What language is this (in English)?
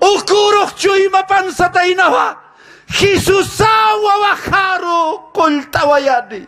Aymara